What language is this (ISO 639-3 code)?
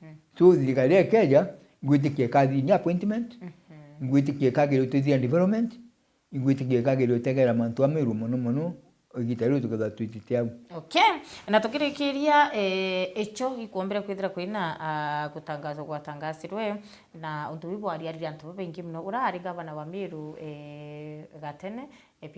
mer